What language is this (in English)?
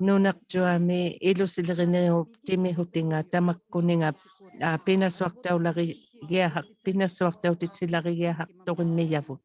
Inuktitut